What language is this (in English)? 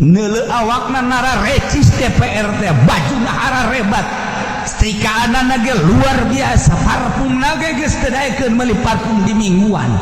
Sundanese